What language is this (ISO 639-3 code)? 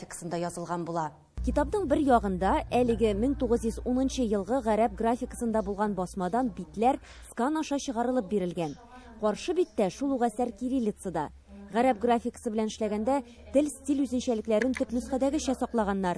tat